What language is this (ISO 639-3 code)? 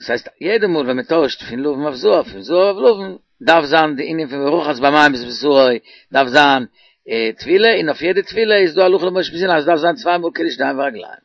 yid